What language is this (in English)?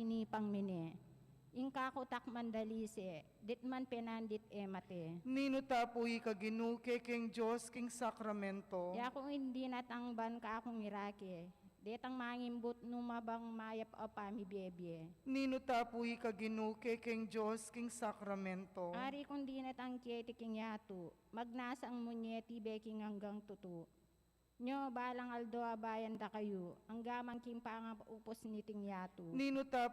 Pampanga